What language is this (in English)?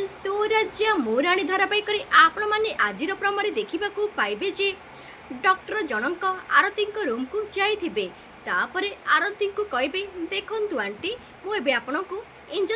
Odia